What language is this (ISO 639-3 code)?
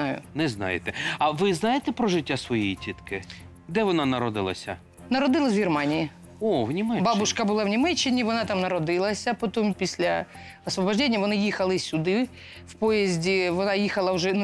ukr